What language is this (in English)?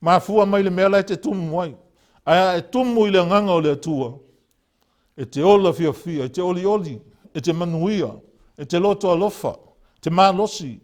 Samoan